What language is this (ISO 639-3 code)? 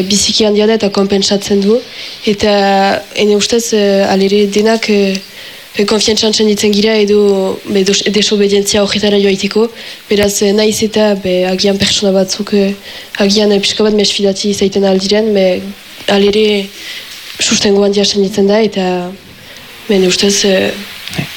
eus